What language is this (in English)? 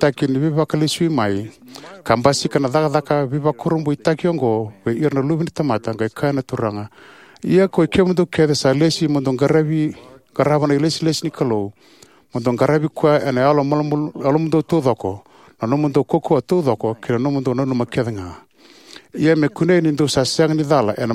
Fijian